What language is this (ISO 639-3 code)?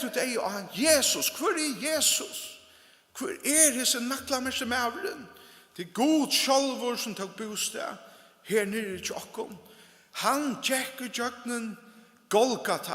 fao